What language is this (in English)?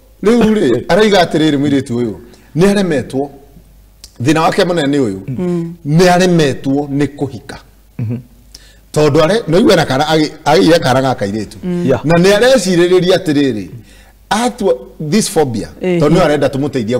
Kikuyu